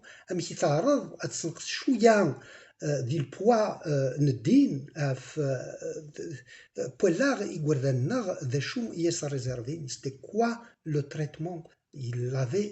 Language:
Kabyle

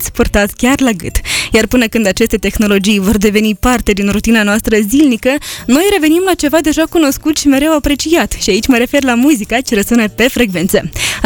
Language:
Romanian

